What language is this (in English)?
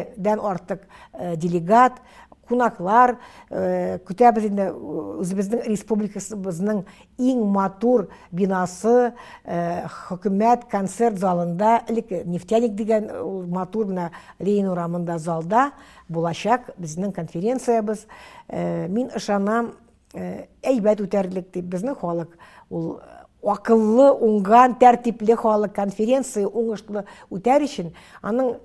Tatar